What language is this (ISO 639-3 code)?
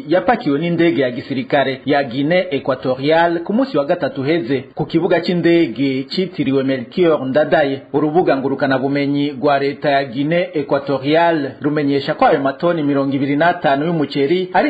run